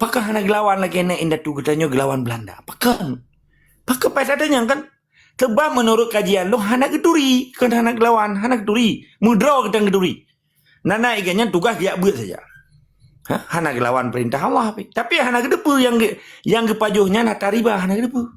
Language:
Achinese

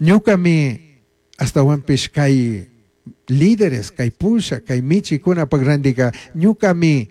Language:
Chimborazo Highland Quichua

